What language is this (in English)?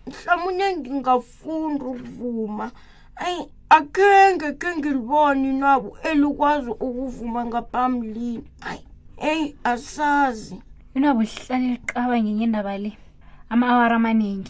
South Ndebele